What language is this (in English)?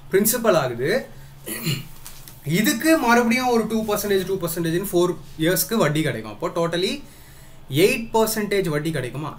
Tamil